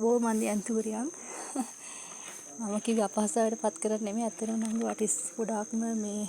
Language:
Sinhala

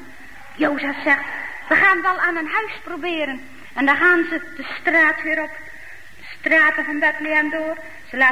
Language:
Dutch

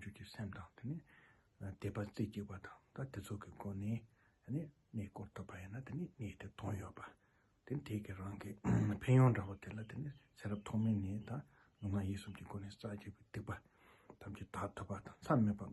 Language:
Tibetan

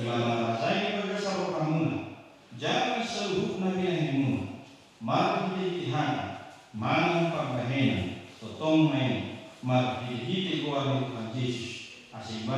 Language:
Batak Toba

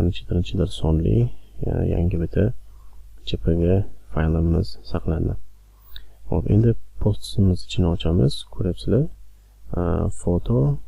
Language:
Uzbek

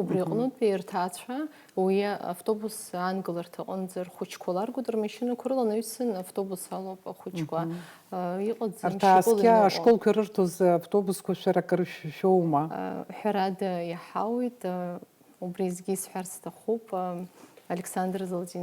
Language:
Abkhazian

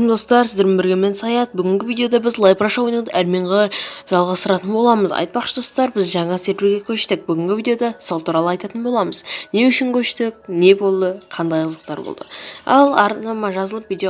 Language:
Kazakh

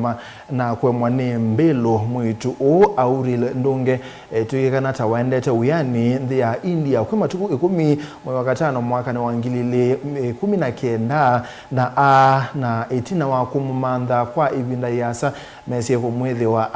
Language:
Kamba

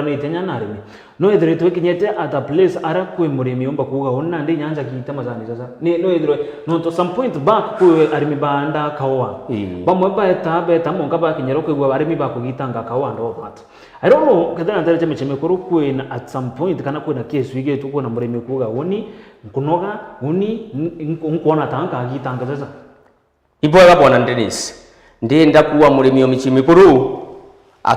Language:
Meru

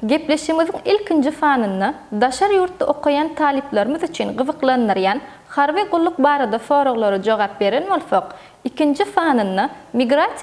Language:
Turkmen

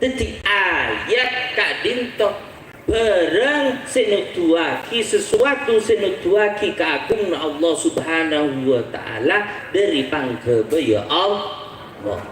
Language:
Madurese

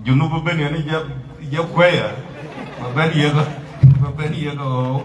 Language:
Dinka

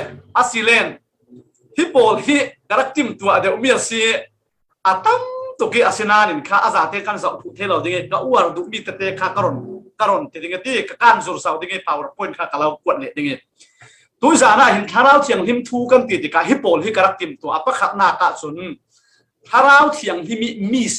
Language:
Falam Chin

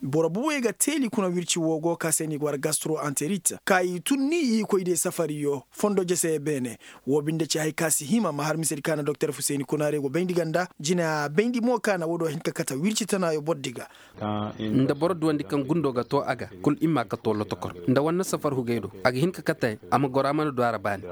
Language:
Zarma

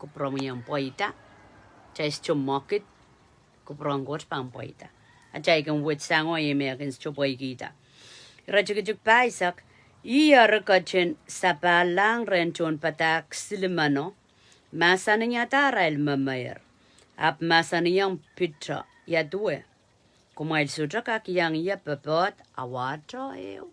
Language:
Pohnpeian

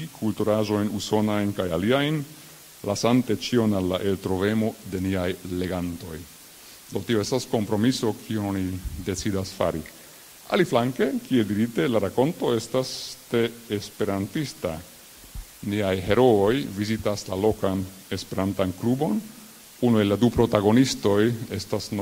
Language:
Esperanto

